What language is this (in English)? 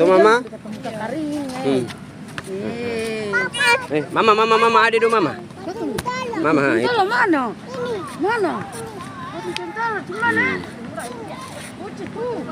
Ambonese Malay